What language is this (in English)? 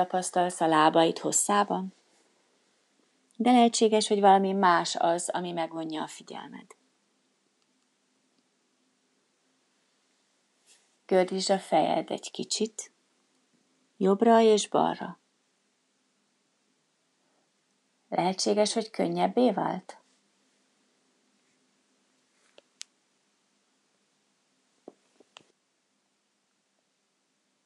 Hungarian